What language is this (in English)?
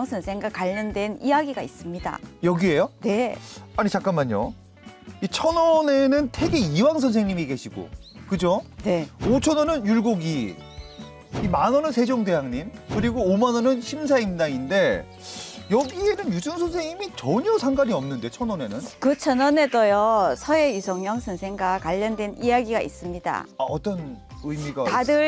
Korean